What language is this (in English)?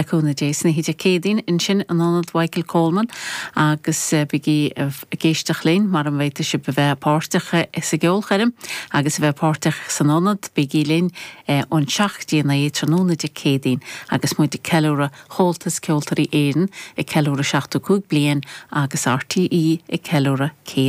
Irish